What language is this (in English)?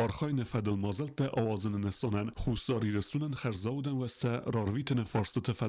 Ossetic